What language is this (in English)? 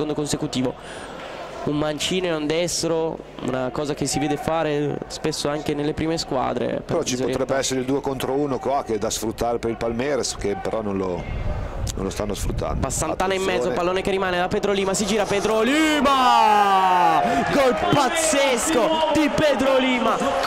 Italian